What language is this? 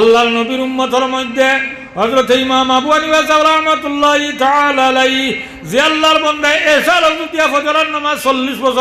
Sylheti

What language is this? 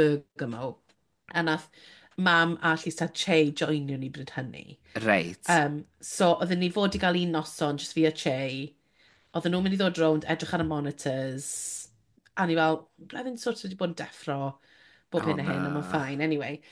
Welsh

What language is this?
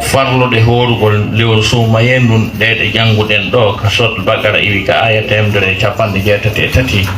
Fula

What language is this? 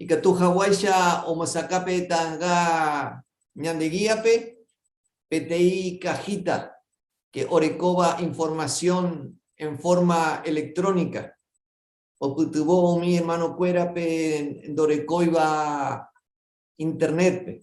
Guarani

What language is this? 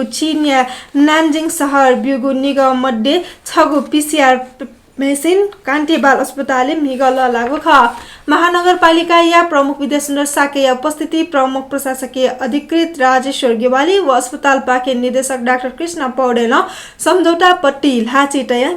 Newari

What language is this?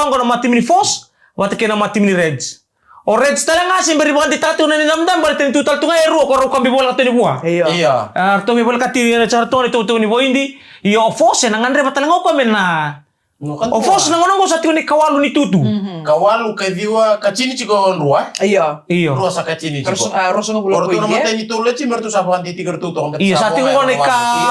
Fijian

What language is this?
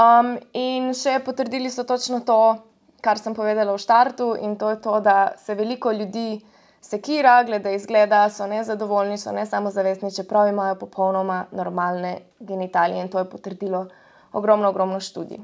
Slovenian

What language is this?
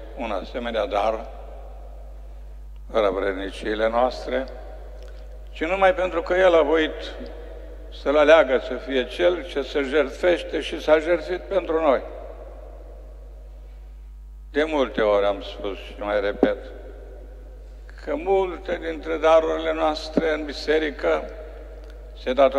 Romanian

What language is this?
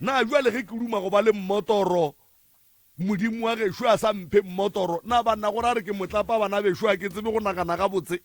Northern Sotho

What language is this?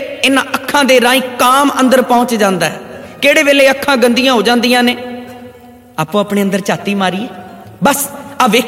Punjabi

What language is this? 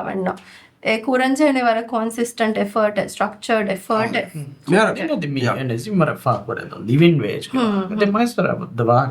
Divehi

